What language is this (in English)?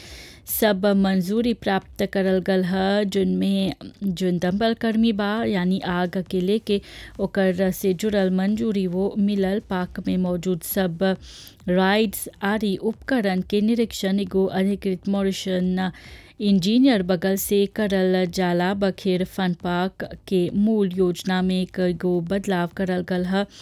Bhojpuri